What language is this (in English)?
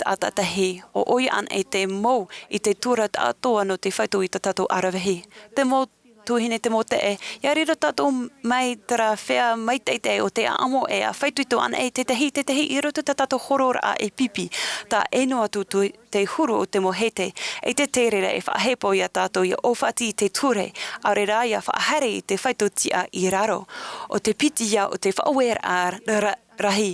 Tahitian